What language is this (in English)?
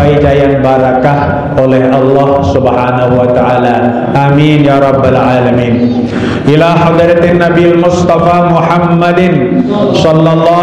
Sasak